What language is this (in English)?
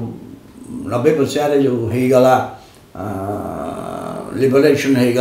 Odia